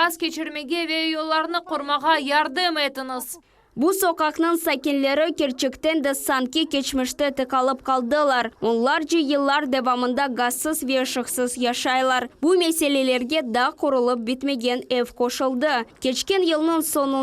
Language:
Crimean Tatar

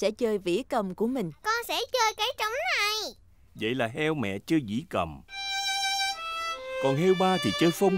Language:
Vietnamese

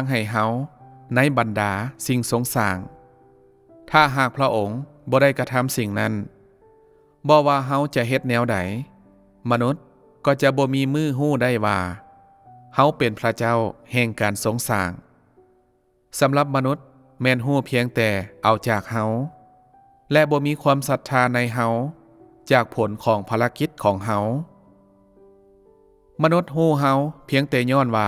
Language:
Lao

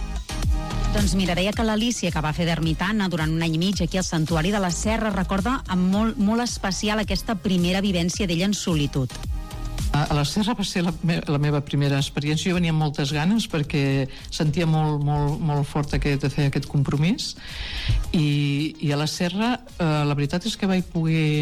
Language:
Catalan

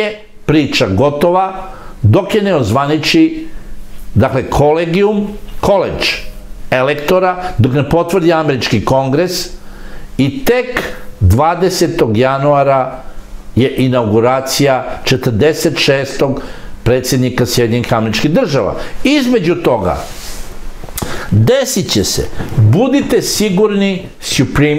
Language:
Serbian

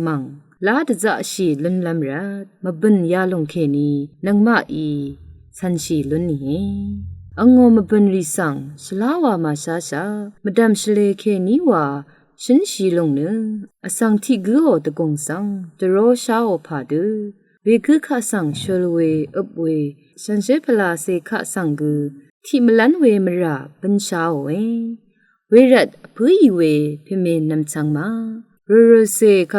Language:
Rawang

